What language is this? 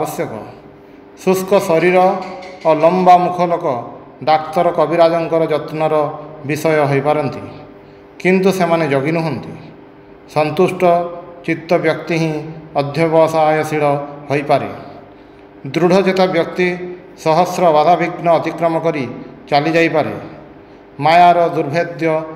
Odia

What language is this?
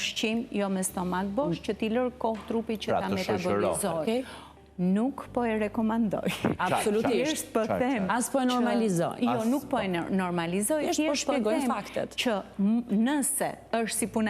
Albanian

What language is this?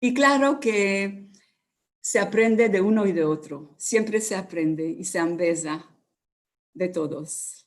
Ladino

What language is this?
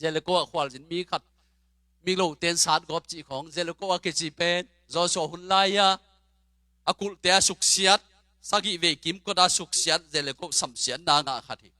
Tedim Chin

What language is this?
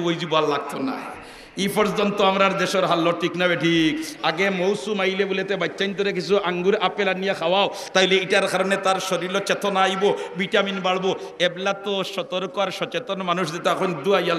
Sylheti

